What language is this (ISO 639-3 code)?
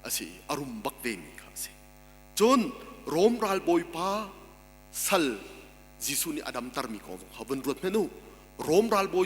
cnh